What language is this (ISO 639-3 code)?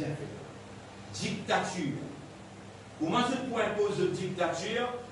mfe